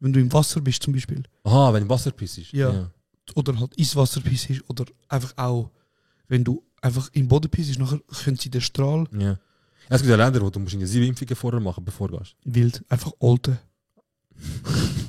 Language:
Swiss German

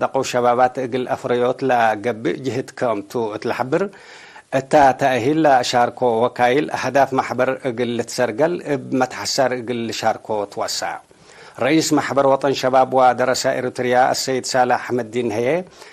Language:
Tigre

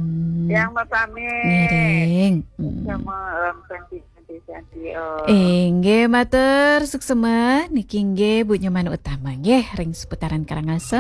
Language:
Balinese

